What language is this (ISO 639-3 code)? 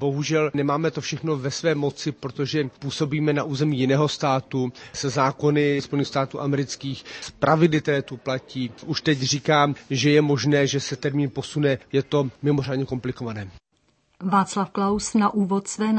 ces